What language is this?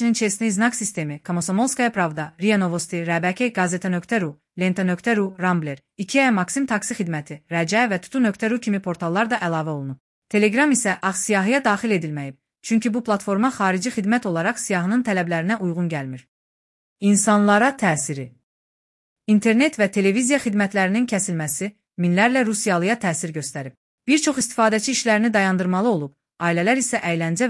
Azerbaijani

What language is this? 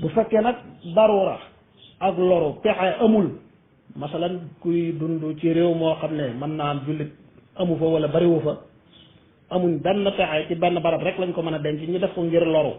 Wolof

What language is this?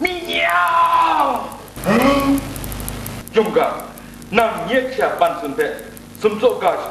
Kachin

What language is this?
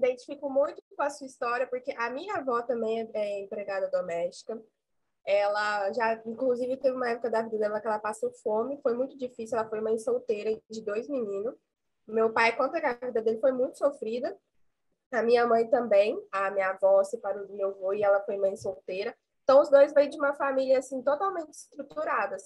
Portuguese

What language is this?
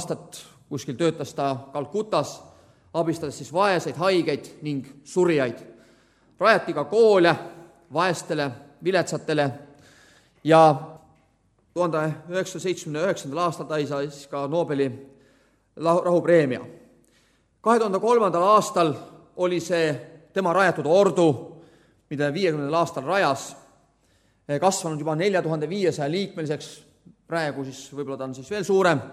Estonian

